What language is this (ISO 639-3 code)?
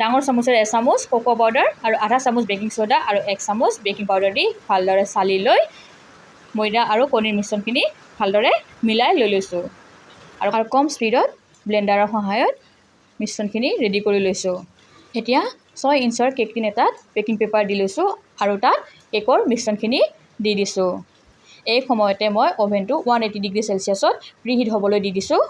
asm